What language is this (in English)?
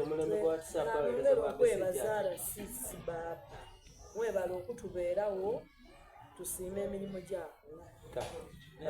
Soga